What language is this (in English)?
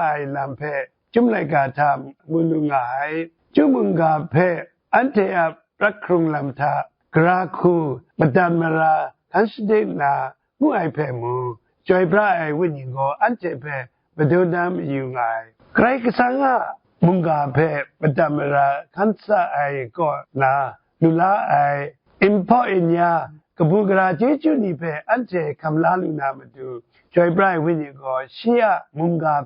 Kachin